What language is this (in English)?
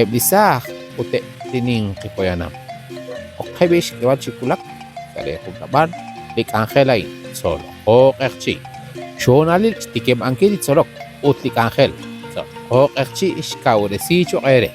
Kekchí